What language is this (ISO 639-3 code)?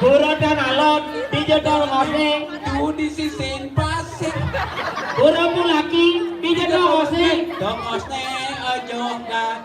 ban